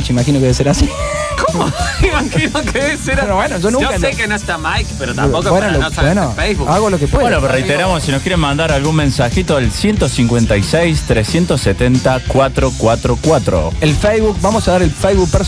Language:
Spanish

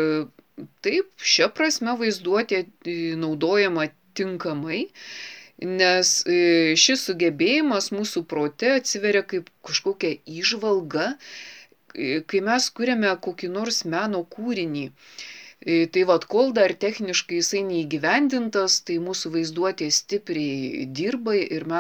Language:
Lithuanian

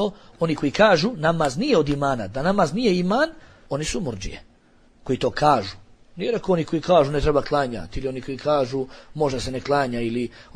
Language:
Bosnian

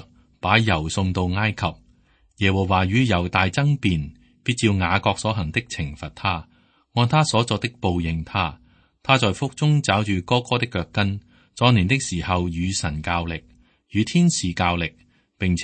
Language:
Cantonese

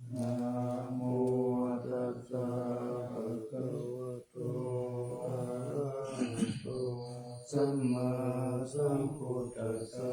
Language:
Pali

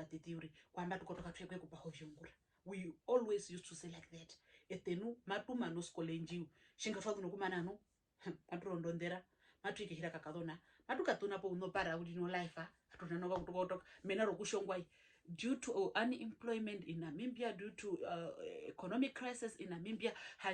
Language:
Herero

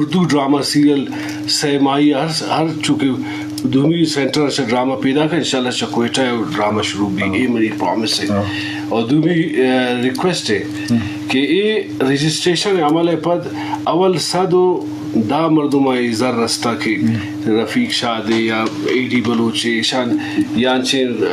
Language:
Eastern Balochi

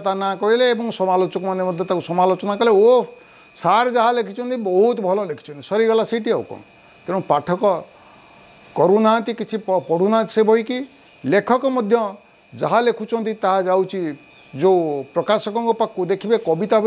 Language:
Odia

